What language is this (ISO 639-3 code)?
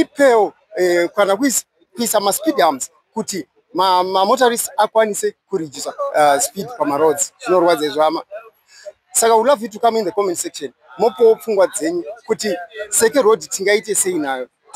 sna